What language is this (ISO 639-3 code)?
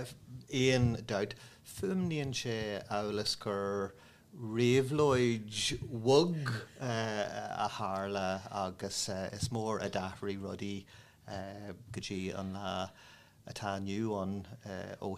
gle